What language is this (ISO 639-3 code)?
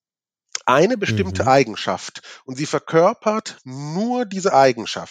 deu